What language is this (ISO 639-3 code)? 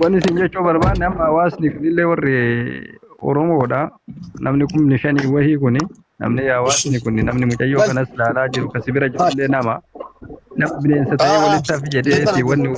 orm